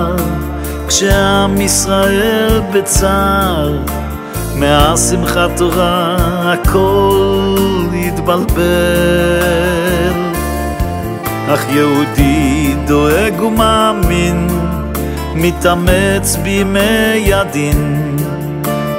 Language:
Hebrew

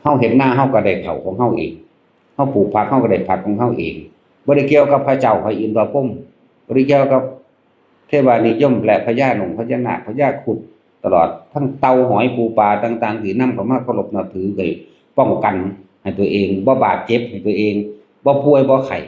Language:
Northeastern Thai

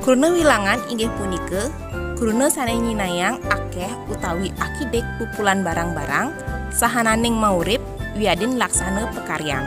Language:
Balinese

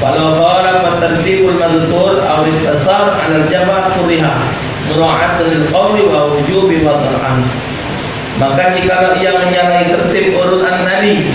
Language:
Musi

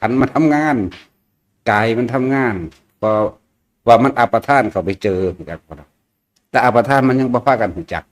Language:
Northeastern Thai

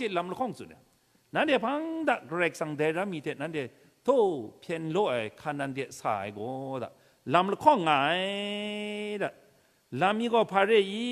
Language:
Kachin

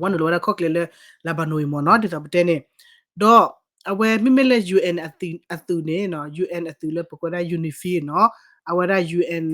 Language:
S'gaw Karen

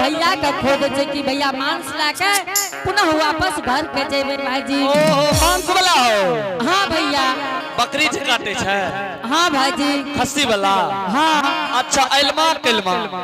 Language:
Angika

